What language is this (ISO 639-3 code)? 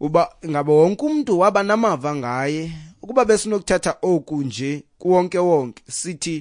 xho